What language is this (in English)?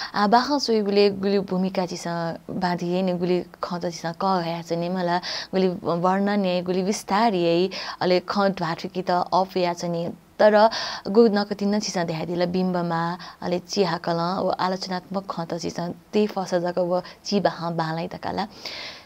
Newari